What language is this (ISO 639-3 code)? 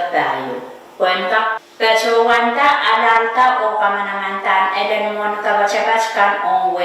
pon